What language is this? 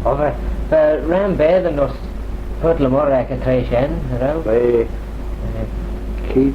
Manx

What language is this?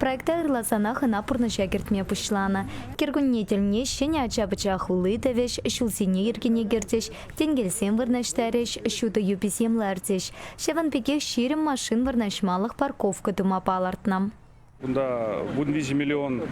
Chuvash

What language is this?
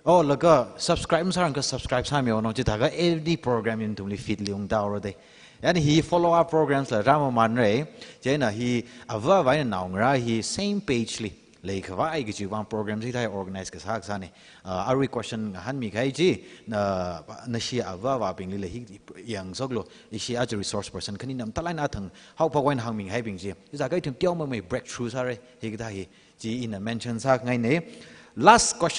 Tangkhul Naga (India)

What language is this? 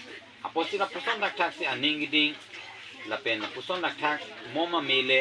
Karbi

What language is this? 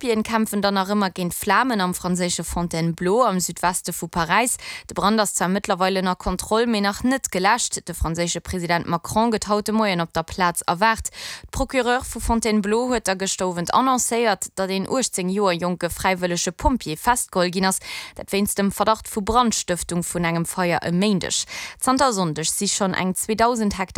Luxembourgish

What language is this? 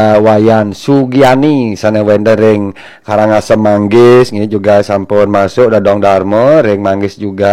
Balinese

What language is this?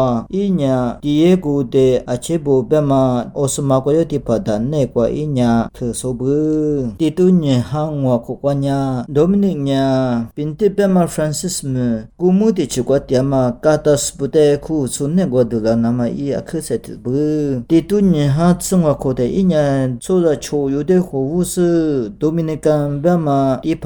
Lisu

